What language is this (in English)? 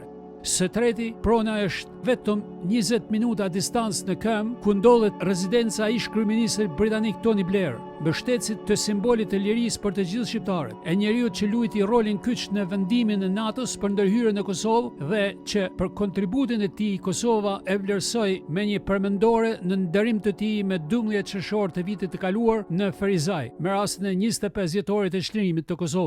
Albanian